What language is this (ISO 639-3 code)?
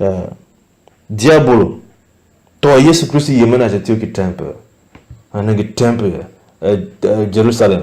tiv